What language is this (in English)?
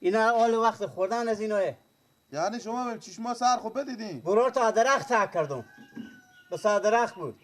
Persian